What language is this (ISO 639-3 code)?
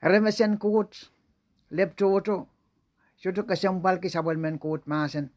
pon